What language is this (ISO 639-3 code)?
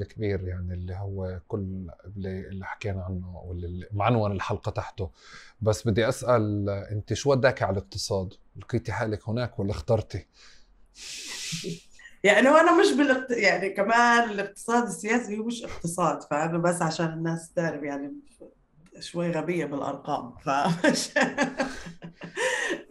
apc